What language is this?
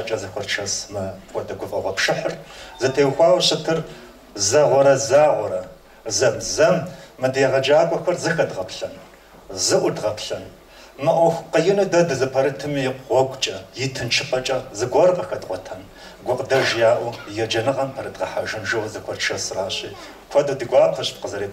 Kabardian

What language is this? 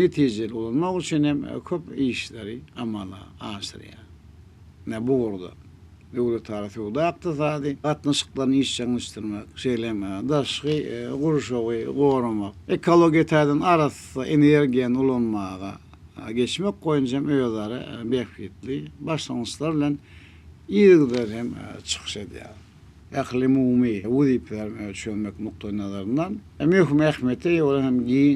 Turkmen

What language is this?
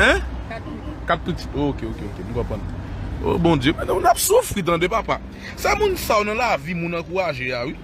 Haitian Creole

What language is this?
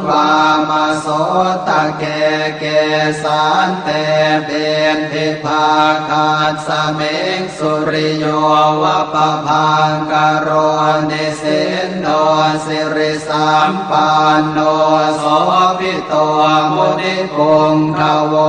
Pali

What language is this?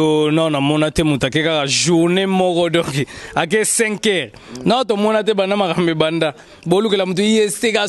Lingala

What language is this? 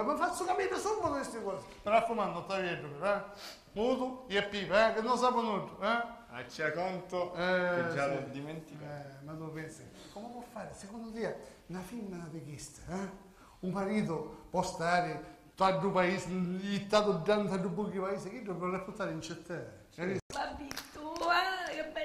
Sicilian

